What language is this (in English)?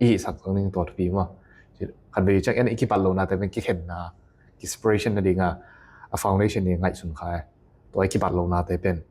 Tedim Chin